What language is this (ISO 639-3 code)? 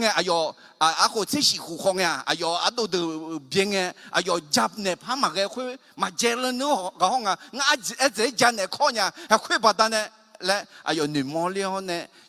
ahk